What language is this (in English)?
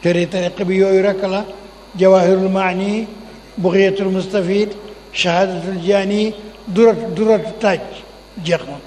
Wolof